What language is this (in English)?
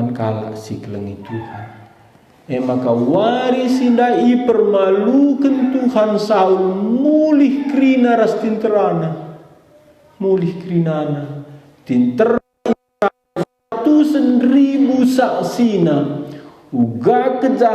Batak Karo